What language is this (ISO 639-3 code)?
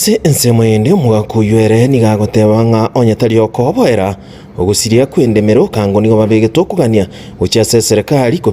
guz